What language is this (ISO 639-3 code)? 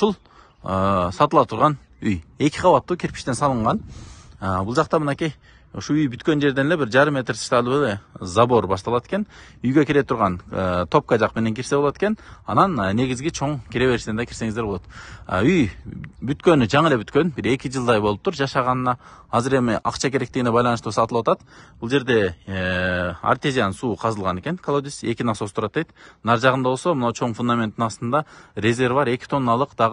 kir